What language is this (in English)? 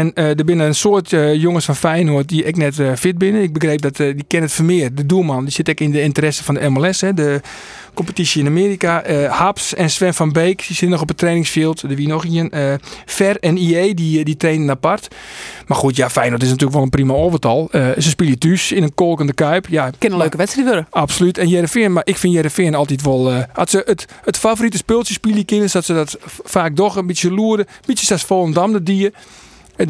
Western Frisian